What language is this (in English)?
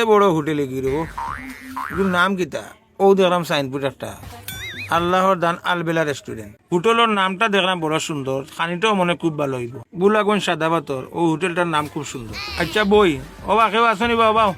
Sylheti